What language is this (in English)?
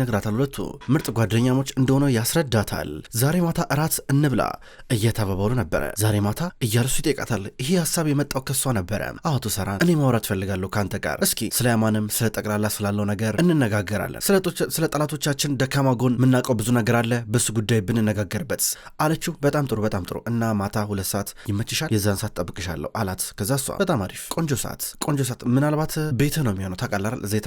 Amharic